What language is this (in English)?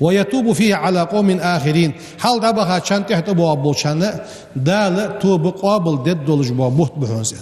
Ingush